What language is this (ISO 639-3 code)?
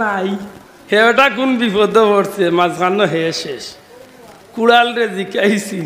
syl